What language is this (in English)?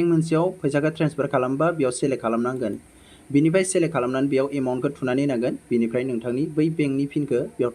Bodo